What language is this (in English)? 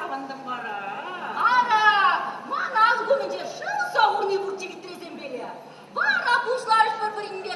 Chuvash